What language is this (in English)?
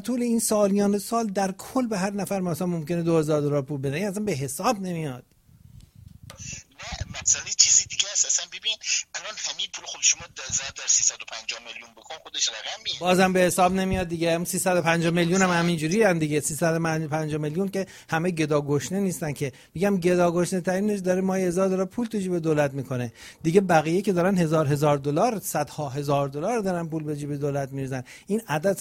Persian